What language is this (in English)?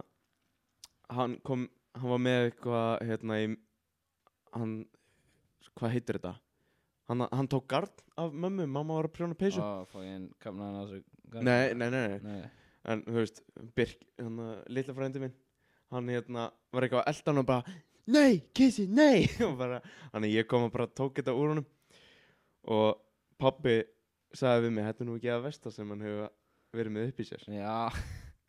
Icelandic